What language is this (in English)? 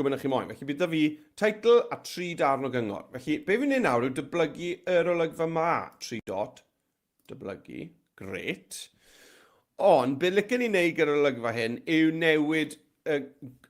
Welsh